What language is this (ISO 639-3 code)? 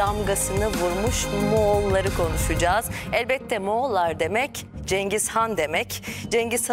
tur